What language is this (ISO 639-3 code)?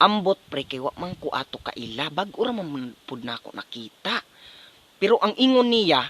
ceb